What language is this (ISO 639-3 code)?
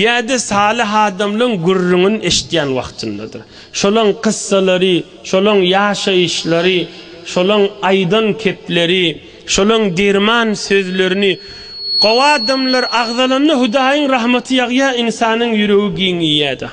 tuk